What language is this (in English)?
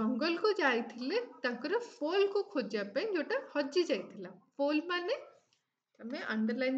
Odia